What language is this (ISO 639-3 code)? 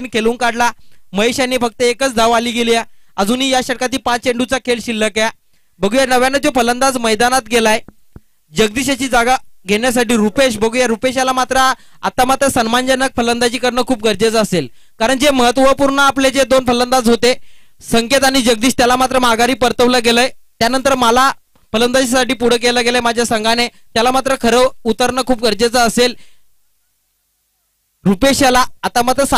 mar